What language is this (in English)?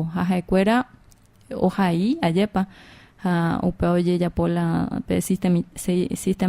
Guarani